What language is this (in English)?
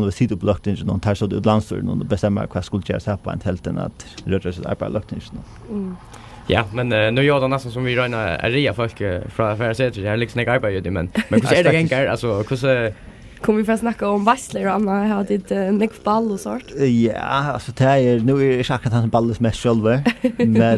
Faroese